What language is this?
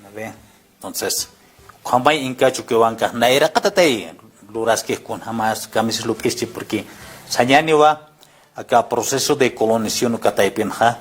Aymara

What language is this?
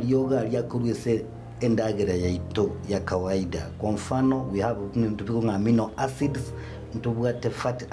Gusii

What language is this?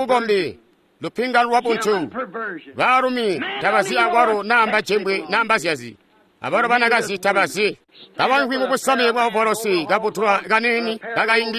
Tonga (Zambia)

